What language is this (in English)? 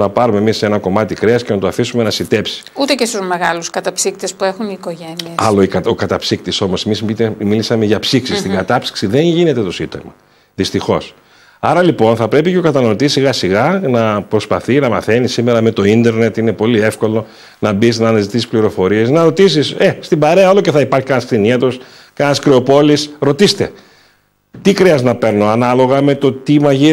Greek